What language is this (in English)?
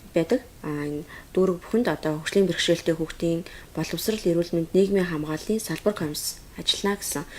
Mongolian